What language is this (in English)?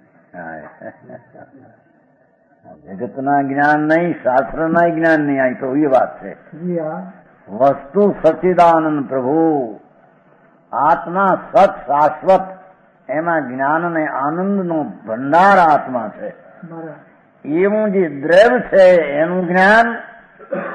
Gujarati